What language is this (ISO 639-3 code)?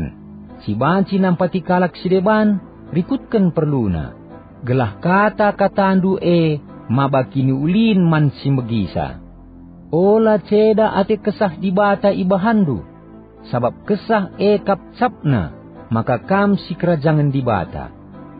btx